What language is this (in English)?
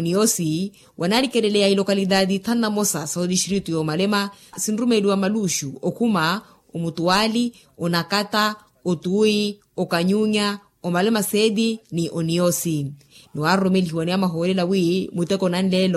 Makhuwa